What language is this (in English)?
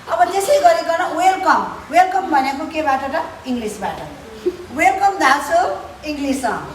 Nepali